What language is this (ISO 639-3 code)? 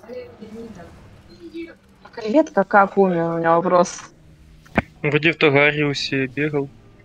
rus